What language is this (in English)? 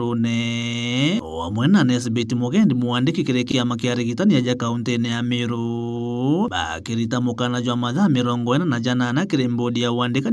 Meru